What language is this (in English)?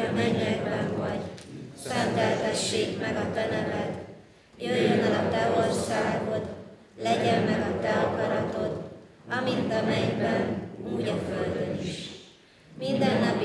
Hungarian